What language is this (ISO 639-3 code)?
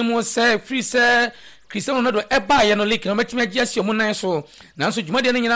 aka